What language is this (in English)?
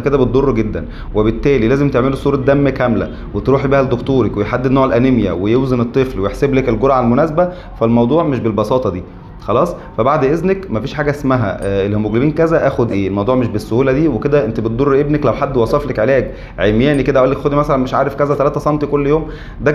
Egyptian Arabic